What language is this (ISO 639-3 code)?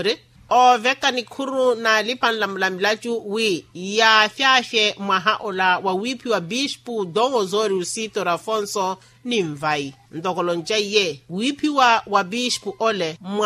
vmw